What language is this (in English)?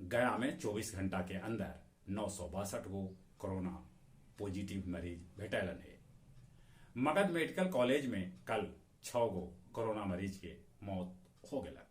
Magahi